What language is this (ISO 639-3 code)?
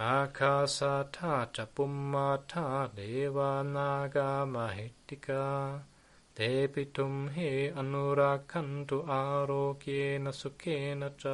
pli